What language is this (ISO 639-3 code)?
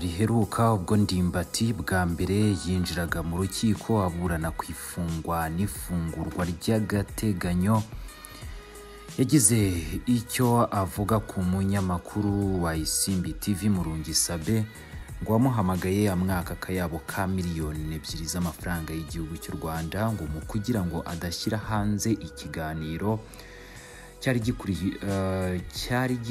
kin